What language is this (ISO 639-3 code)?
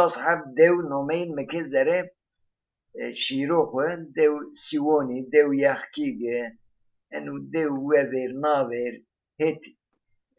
zza